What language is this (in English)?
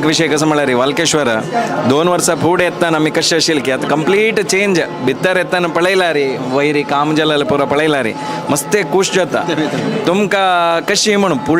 Konkani